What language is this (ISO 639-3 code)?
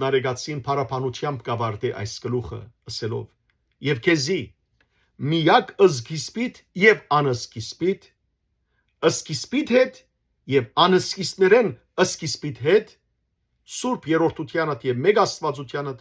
hyw